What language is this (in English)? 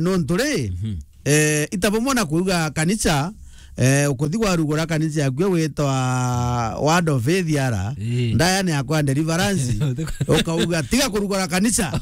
Meru